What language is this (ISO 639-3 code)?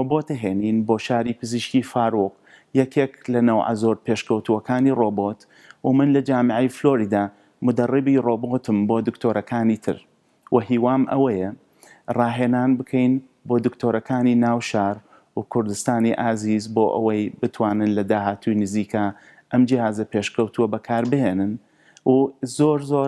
ckb